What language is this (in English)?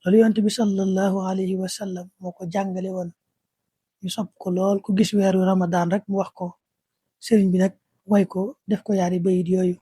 Wolof